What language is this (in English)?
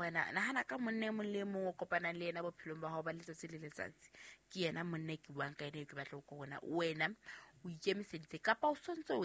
Southern Sotho